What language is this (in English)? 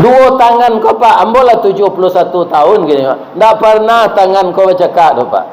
Minangkabau